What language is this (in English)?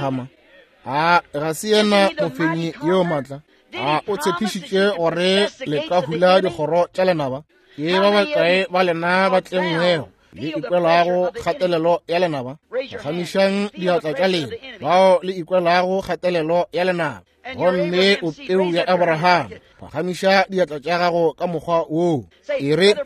Northern Sotho